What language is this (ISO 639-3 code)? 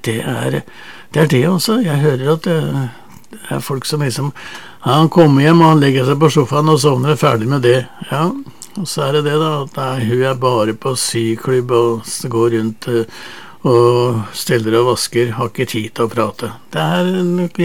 nor